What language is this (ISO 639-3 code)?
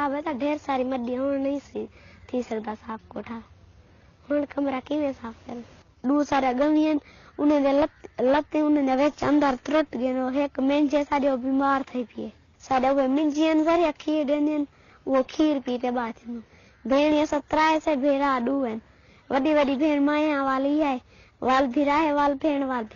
skr